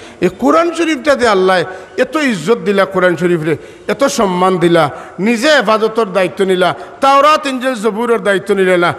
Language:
Sylheti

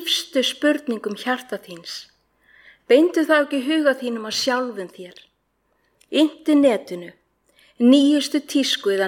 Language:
Icelandic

